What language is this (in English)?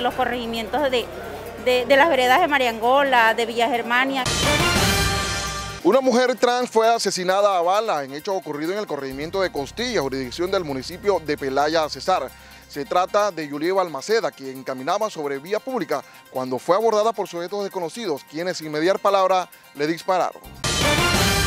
Spanish